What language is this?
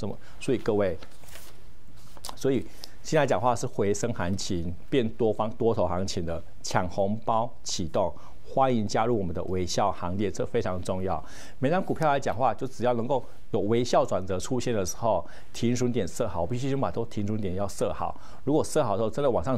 Chinese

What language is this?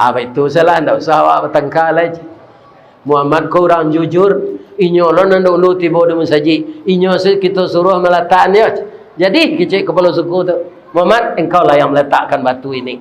Minangkabau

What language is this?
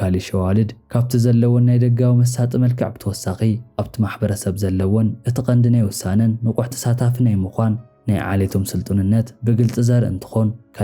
Tigrinya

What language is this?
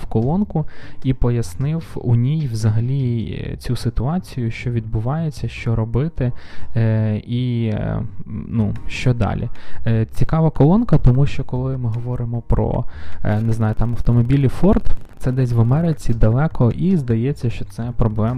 Ukrainian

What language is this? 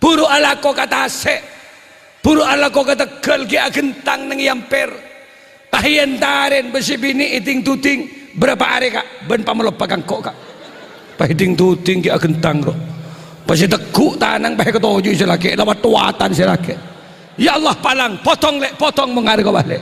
Madurese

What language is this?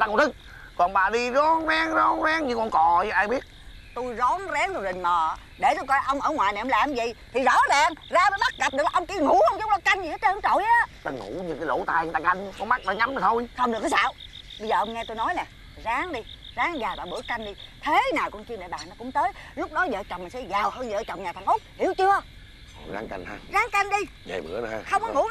Vietnamese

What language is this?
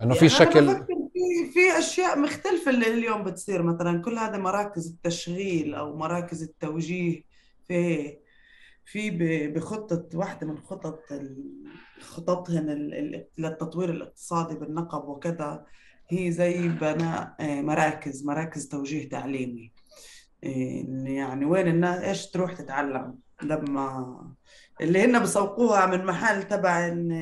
North Levantine Arabic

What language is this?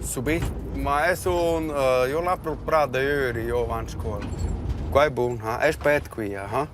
Romansh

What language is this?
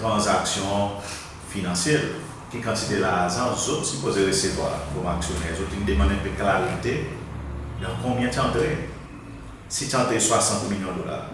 Seselwa Creole French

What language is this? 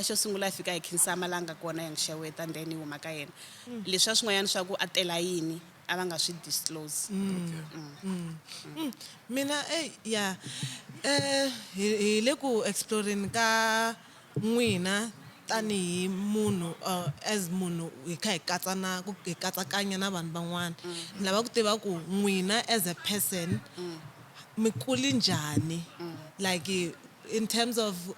Tsonga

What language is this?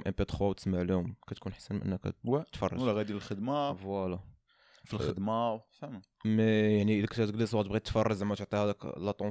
Moroccan Arabic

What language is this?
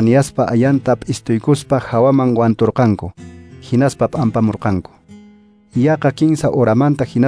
Quechua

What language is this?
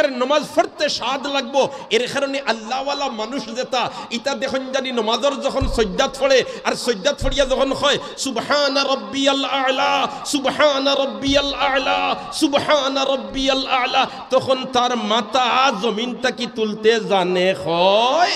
Sylheti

